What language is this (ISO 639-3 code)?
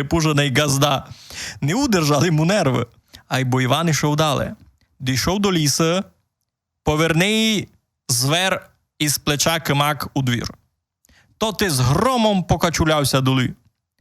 rue